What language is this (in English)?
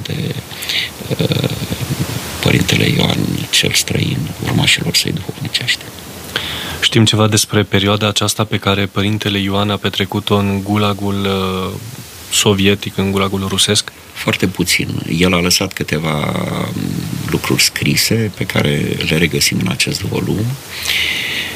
Romanian